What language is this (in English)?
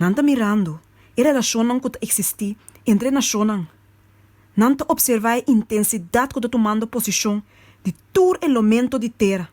Papiamento